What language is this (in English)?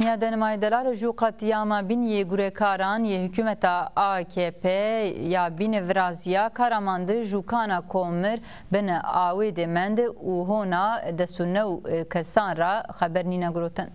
Zaza